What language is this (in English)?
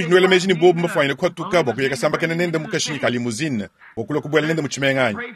Luba-Lulua